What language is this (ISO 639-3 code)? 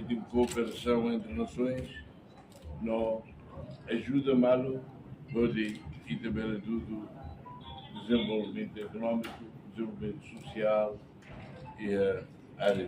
tet